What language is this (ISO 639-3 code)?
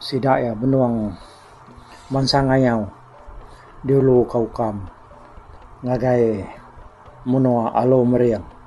iba